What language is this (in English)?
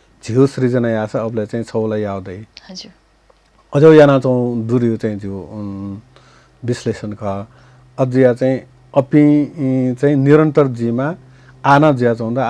Newari